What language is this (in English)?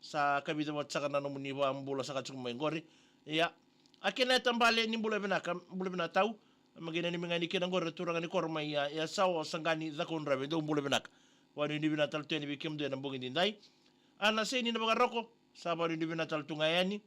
Fijian